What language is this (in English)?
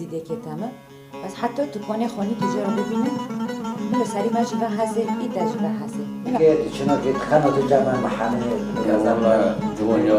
Kurdish